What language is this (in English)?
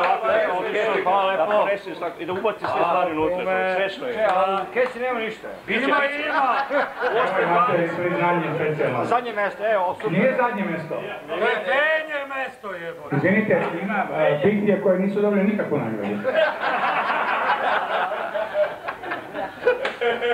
Serbian